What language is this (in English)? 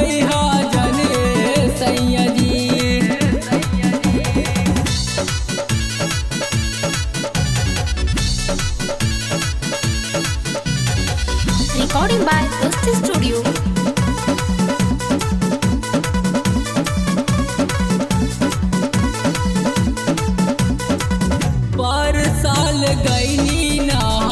Bhojpuri